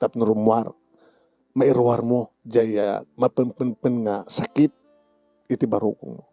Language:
Iloko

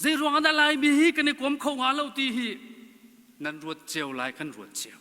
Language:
Hakha Chin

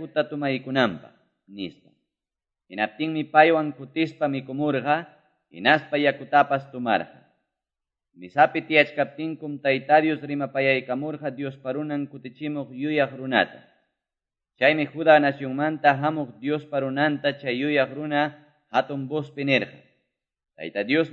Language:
Quechua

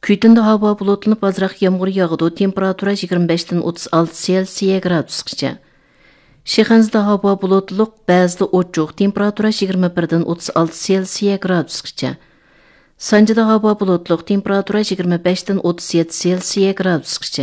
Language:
Uyghur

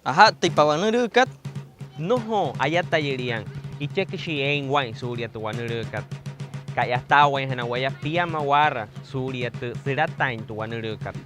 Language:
Wayuu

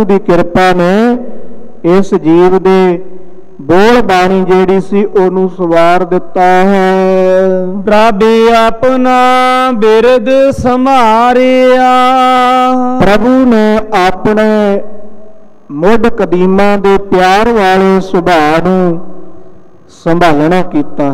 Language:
Punjabi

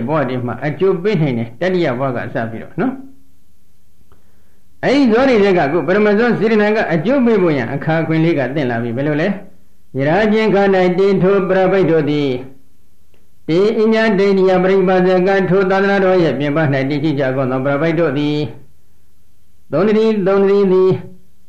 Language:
Burmese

